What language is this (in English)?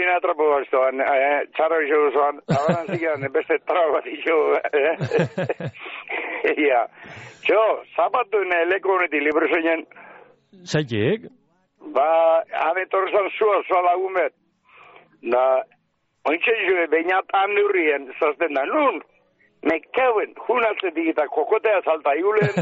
Basque